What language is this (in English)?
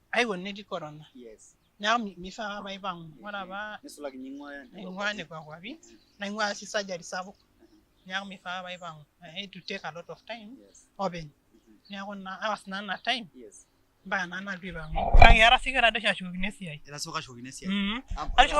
Masai